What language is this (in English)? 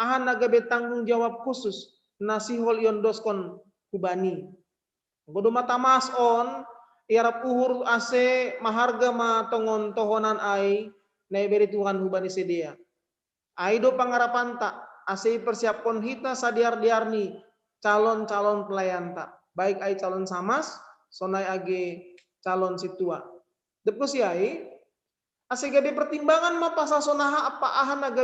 Batak Simalungun